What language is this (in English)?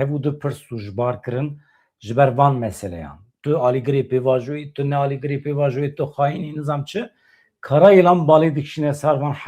Kurdish